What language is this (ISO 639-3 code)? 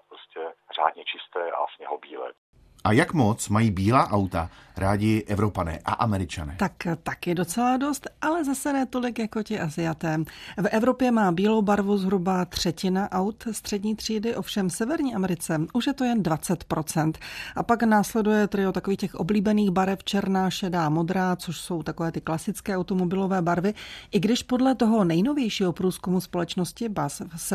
ces